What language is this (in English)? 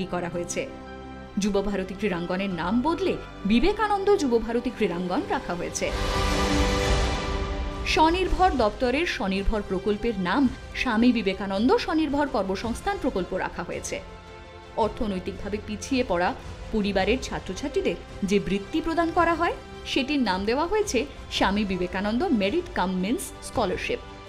Bangla